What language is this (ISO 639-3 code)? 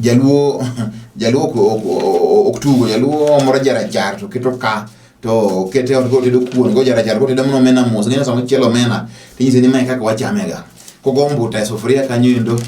luo